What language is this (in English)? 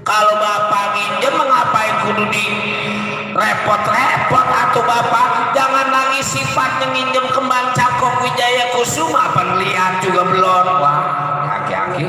Betawi